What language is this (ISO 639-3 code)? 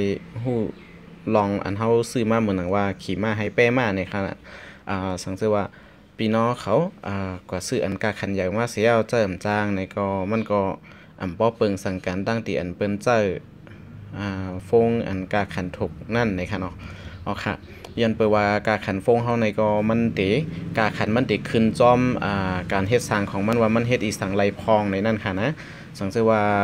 shn